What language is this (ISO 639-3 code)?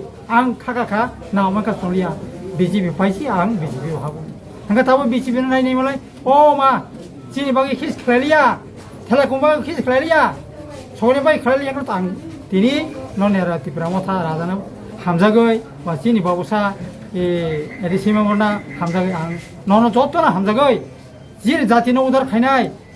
trp